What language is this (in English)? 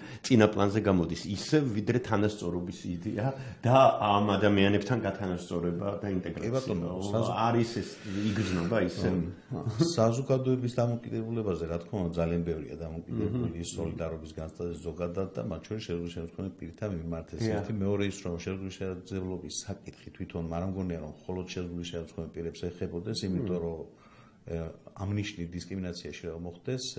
Georgian